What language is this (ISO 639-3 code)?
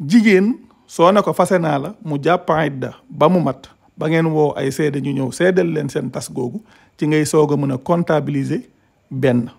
wol